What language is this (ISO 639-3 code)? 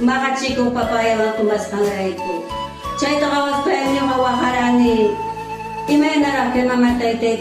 quy